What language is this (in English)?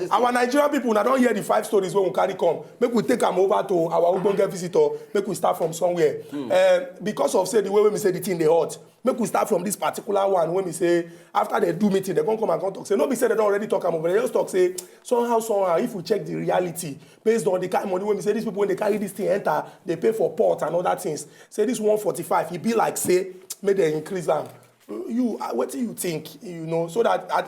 Nigerian Pidgin